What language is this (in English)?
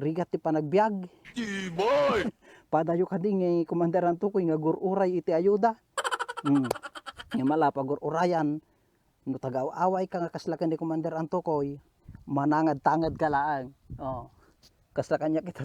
Iloko